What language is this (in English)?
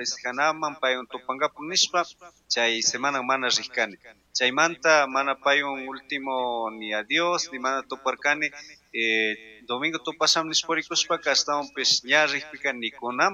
Chimborazo Highland Quichua